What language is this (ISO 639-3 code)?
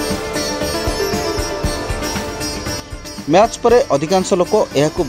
ori